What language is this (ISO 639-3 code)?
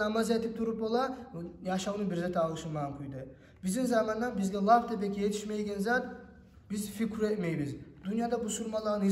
kum